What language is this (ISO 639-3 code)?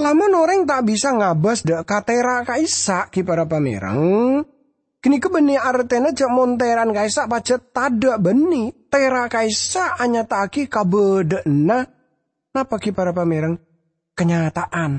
mad